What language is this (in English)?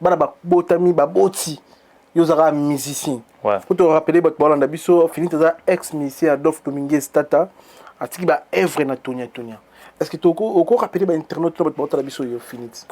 Lingala